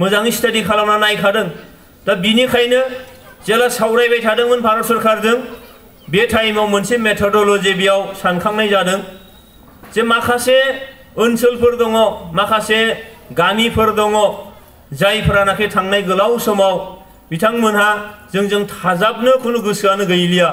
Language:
Bodo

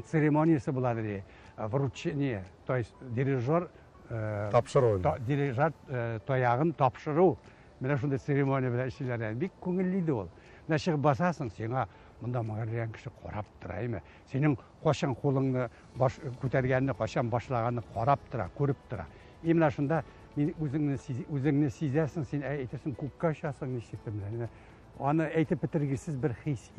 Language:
Tatar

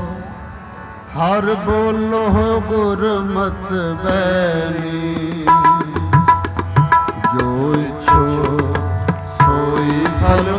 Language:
Punjabi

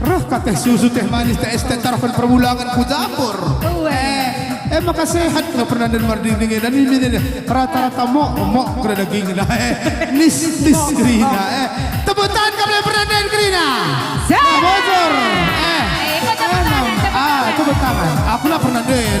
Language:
Batak Karo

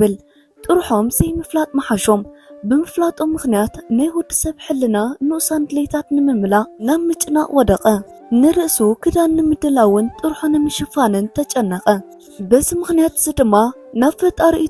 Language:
Tigrinya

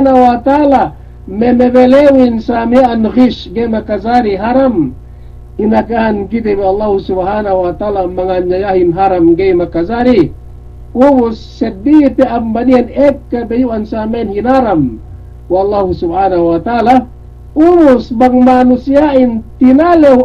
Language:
Yakan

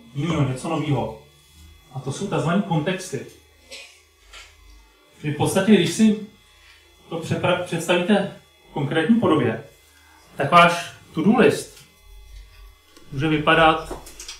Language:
Czech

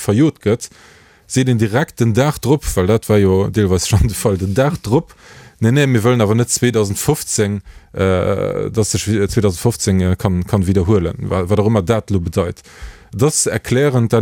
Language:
Luxembourgish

